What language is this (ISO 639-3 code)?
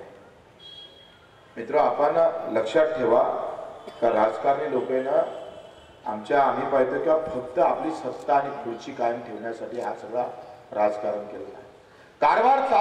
mar